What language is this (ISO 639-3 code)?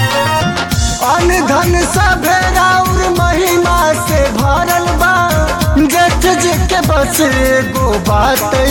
bho